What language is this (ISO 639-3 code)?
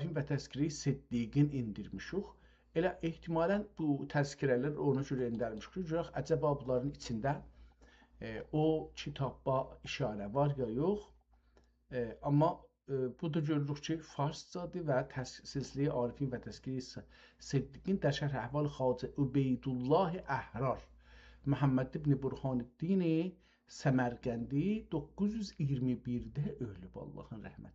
azb